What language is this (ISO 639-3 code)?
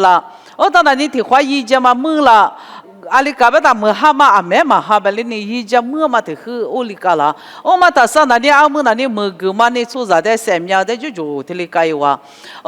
lis